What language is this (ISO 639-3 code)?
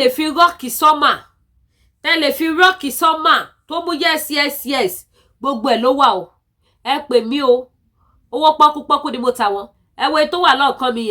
yor